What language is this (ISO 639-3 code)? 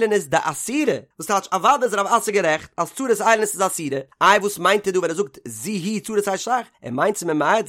yid